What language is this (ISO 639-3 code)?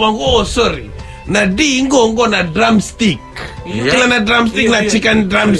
fij